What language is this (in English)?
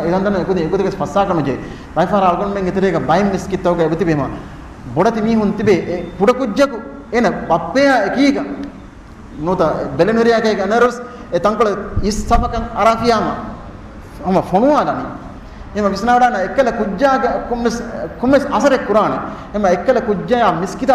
Divehi